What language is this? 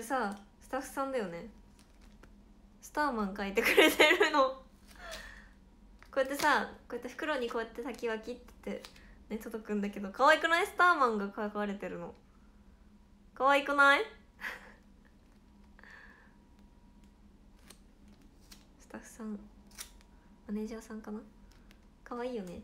Japanese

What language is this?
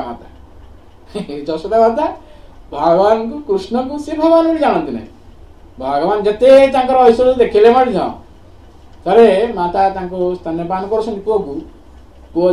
Odia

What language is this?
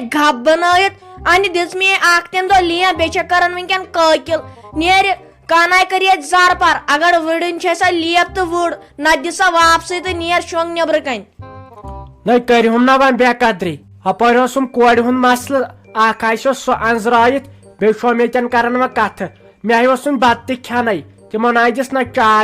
Kashmiri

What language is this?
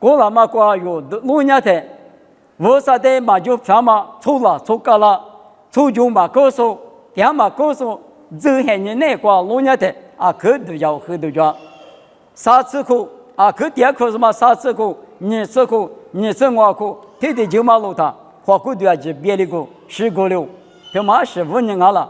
Lisu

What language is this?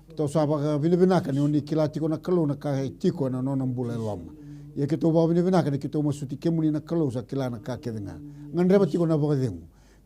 Fijian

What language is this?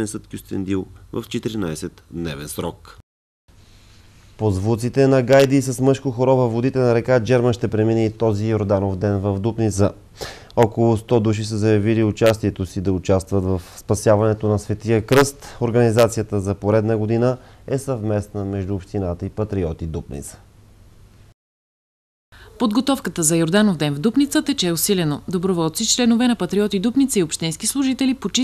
Bulgarian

